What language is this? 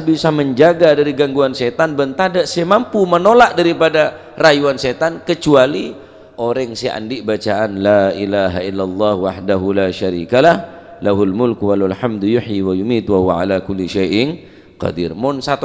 Madurese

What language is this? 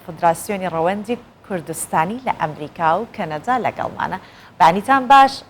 Central Kurdish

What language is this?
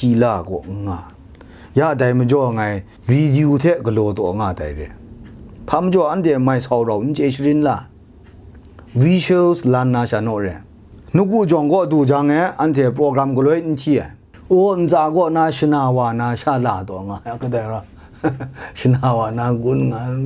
Kachin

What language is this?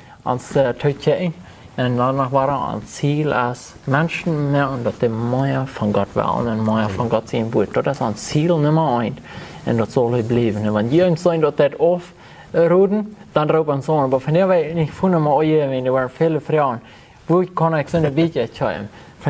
Plautdietsch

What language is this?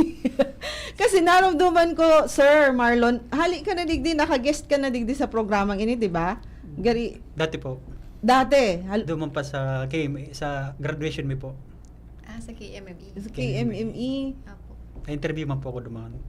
Bikol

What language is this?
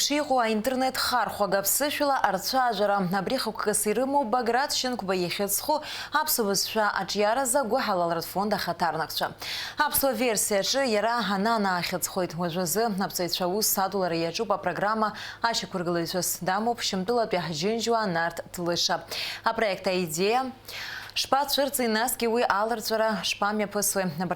Abkhazian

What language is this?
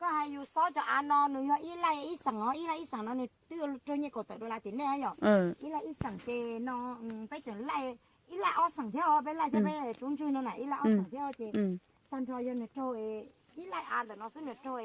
Hmong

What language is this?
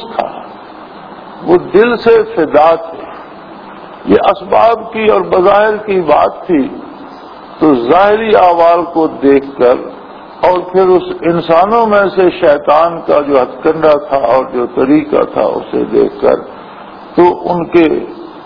Urdu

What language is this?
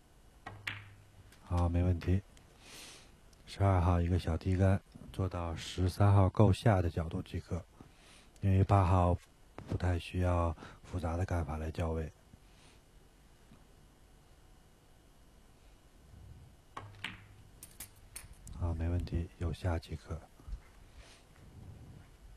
Chinese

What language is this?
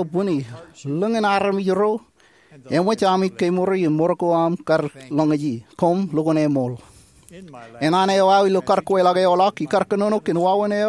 Marshallese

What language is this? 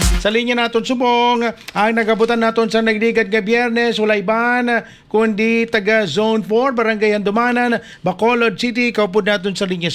Hiligaynon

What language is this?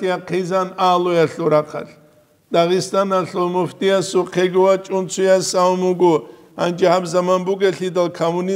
Avaric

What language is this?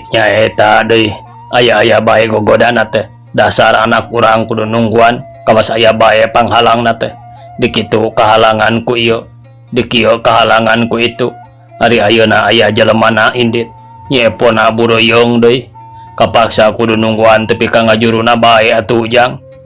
Sundanese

